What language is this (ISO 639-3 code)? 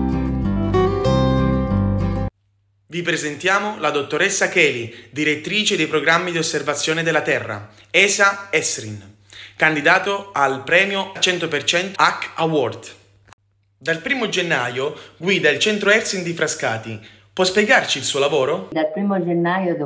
ita